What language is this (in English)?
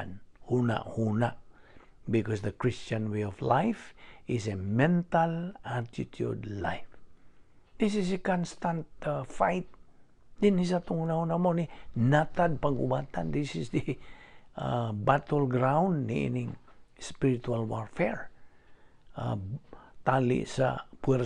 Cebuano